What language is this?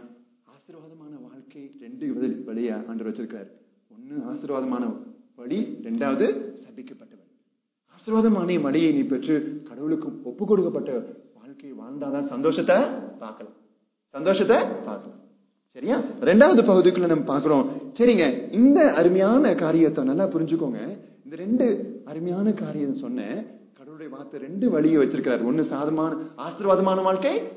Tamil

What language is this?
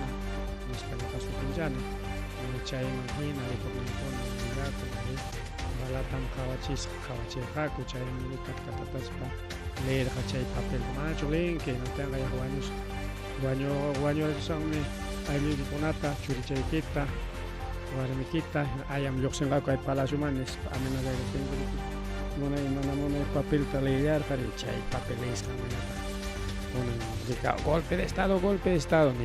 Ayacucho Quechua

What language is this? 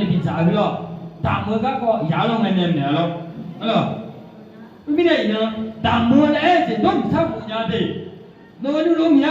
Akha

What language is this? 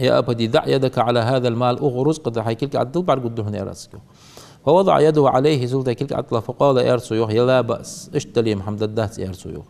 Ingush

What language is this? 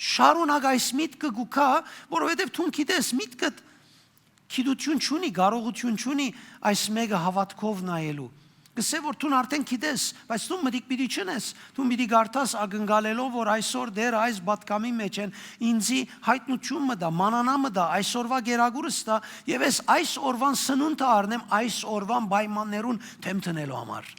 Western Armenian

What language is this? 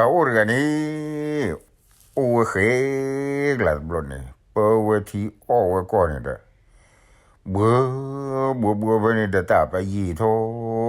S'gaw Karen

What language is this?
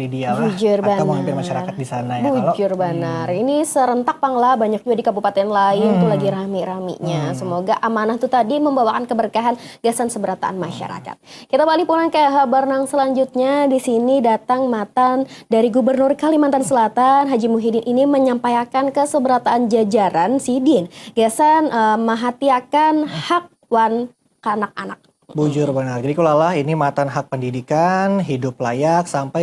Banjar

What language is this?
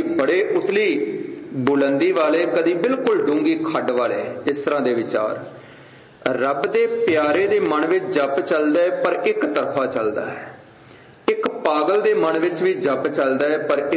Punjabi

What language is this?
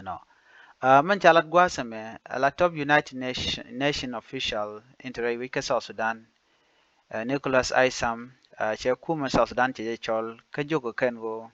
Nuer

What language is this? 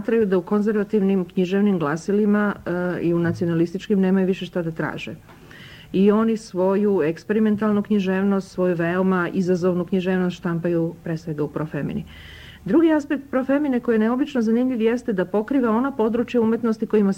Serbian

